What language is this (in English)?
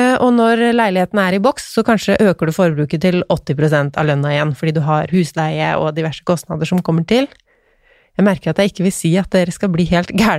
Norwegian